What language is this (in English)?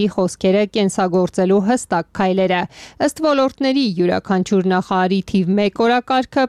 Armenian